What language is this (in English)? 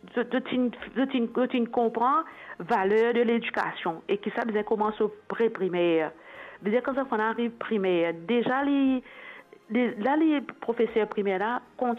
Morisyen